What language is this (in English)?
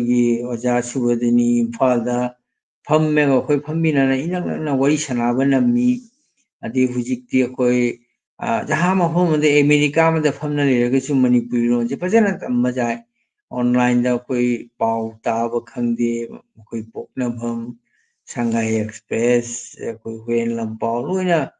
Manipuri